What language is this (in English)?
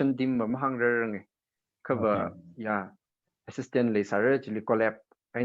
Tangkhul Naga (India)